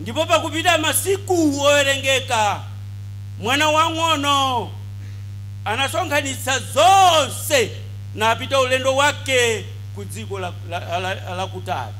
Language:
Nyanja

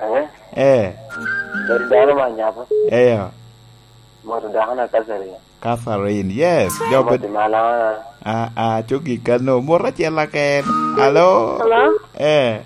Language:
Lango (Uganda)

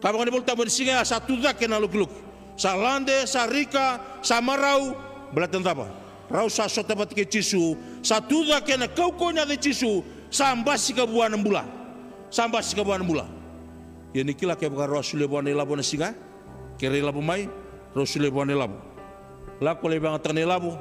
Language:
Fijian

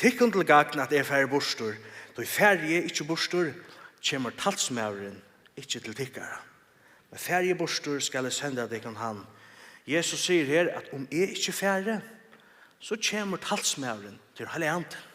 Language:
Faroese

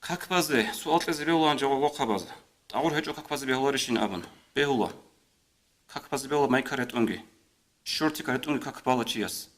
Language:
Avaric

